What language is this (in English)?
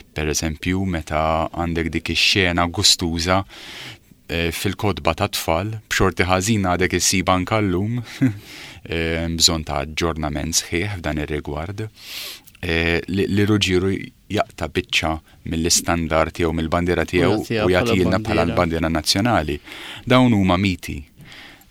Maltese